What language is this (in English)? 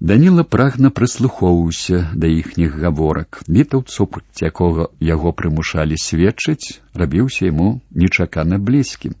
Belarusian